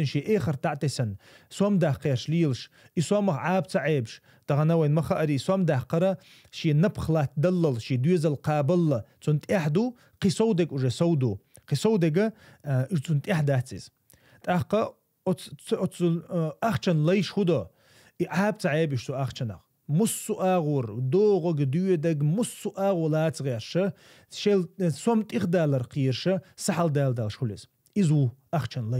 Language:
Chechen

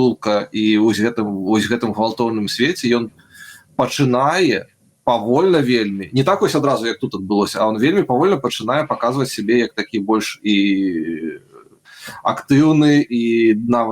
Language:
Belarusian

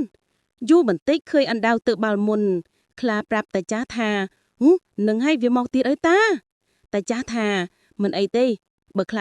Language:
Khmer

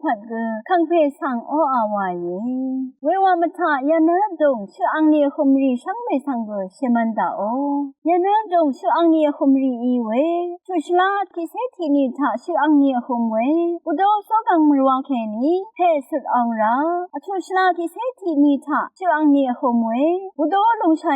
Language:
Rawang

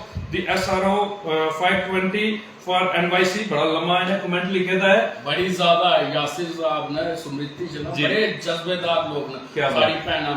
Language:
Dogri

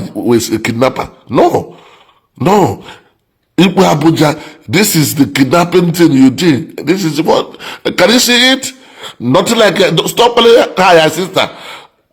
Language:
Igbo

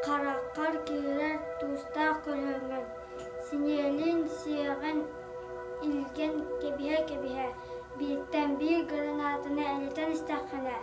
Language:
Yakut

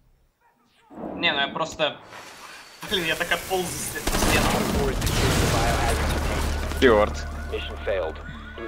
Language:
Russian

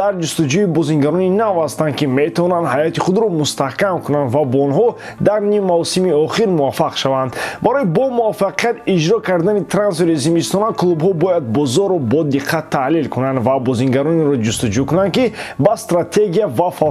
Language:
Tajik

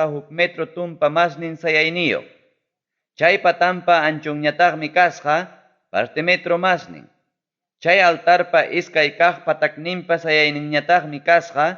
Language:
Ayacucho Quechua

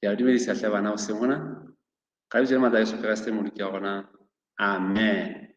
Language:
Southern Sotho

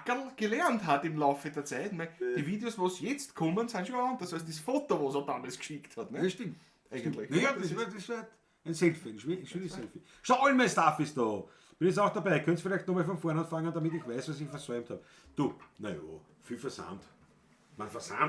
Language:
Bavarian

